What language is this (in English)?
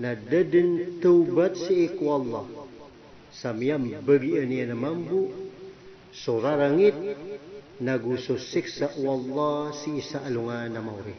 Maranao